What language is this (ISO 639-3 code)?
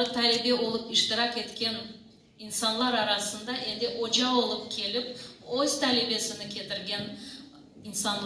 crh